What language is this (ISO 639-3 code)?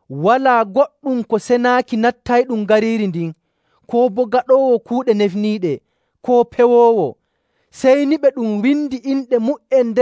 fuv